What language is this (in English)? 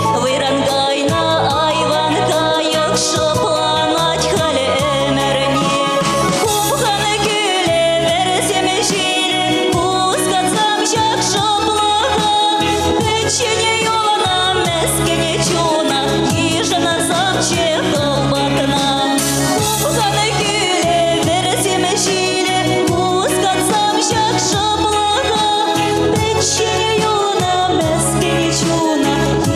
Chuvash